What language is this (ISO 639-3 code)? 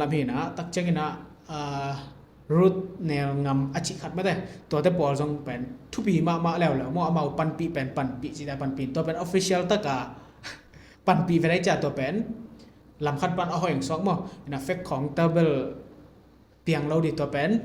ctd